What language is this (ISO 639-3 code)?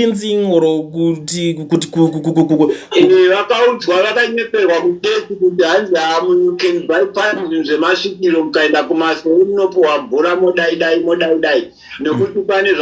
sna